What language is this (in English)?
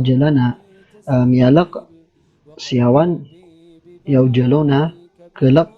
Maranao